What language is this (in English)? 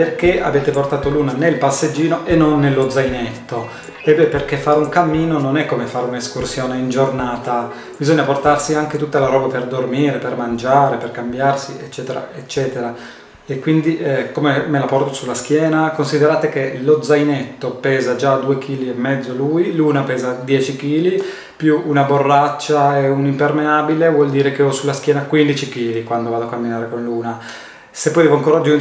Italian